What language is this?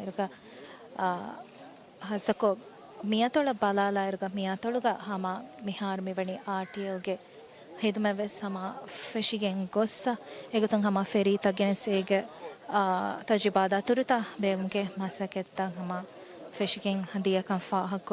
Divehi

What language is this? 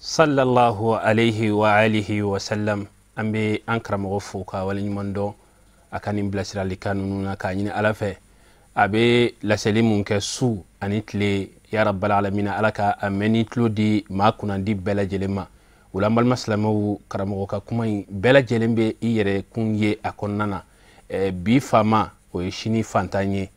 Bambara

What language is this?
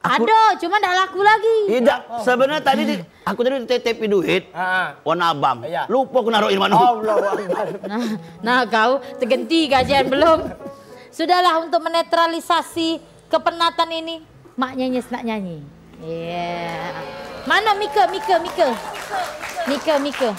Musi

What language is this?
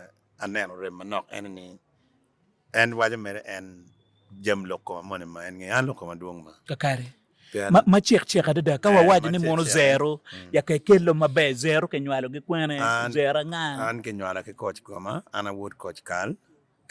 Acoli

